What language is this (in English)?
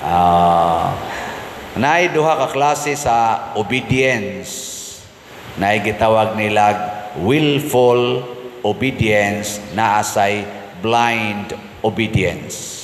Cebuano